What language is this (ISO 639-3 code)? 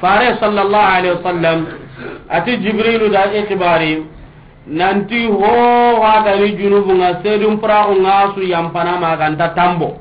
snk